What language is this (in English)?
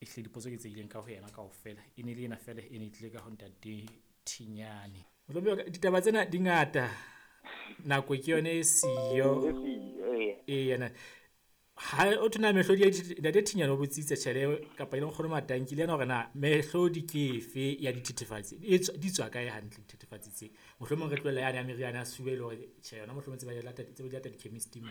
Southern Sotho